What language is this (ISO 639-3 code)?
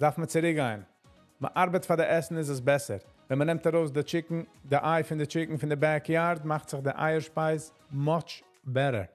yid